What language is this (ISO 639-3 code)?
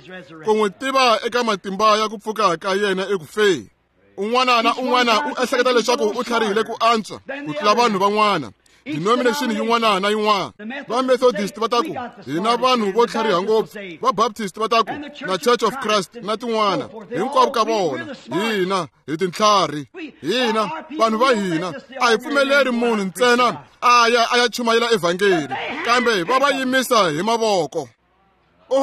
tso